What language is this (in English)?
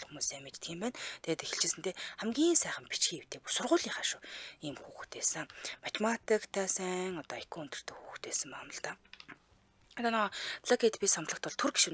Mongolian